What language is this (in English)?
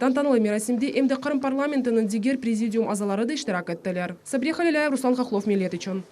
Crimean Tatar